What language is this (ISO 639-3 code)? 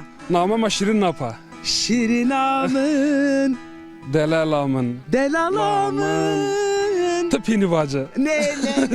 zza